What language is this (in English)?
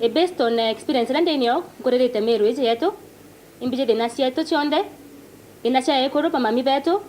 Meru